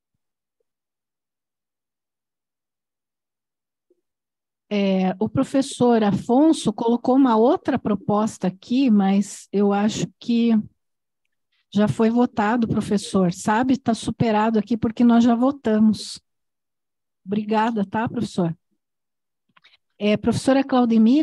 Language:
Portuguese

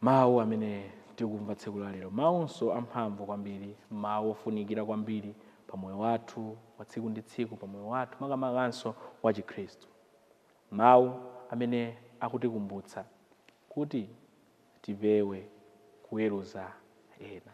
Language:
Nyanja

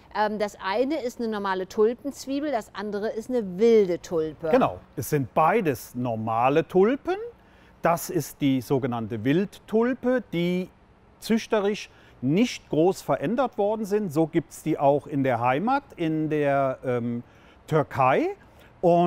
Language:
German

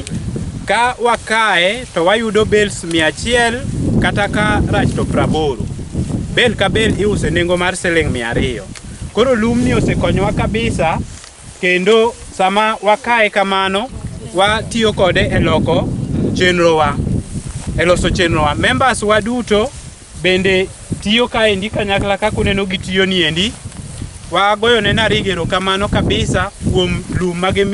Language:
Luo (Kenya and Tanzania)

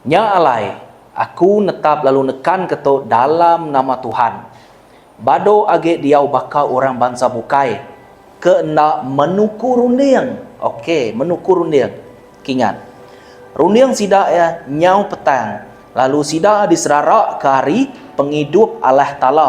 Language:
Iban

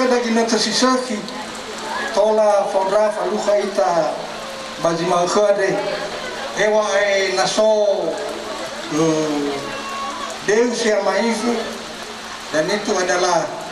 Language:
Nias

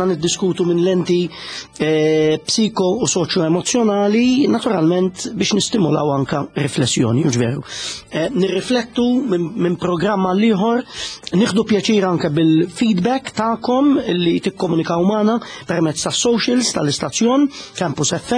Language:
Maltese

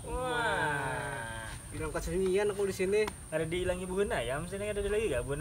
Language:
Banjar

